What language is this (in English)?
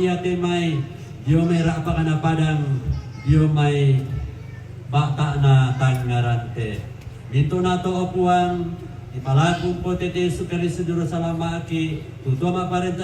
Toraja-Sa'dan